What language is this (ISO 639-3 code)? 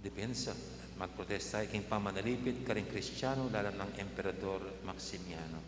pam